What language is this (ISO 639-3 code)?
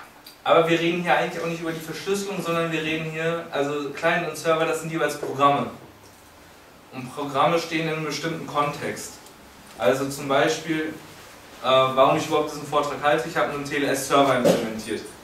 deu